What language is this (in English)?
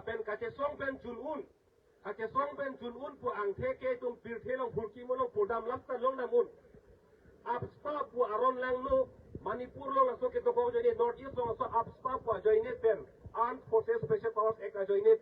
Karbi